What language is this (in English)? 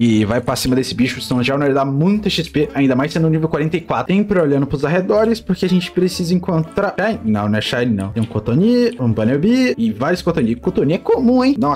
Portuguese